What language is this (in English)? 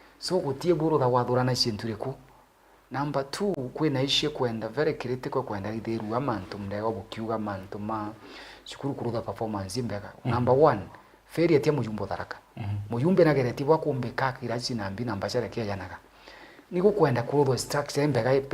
Meru